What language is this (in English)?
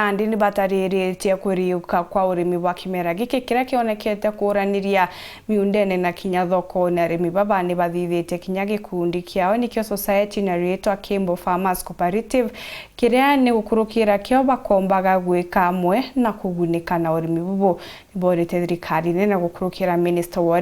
Meru